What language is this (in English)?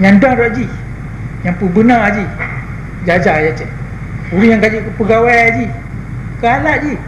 Achinese